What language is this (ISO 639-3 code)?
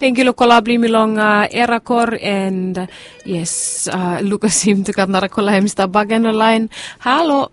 bis